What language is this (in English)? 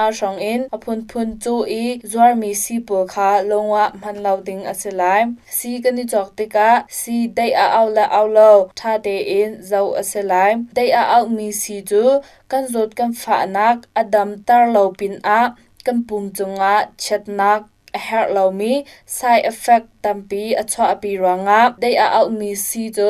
Hakha Chin